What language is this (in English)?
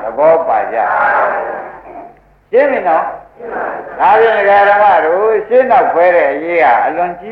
Burmese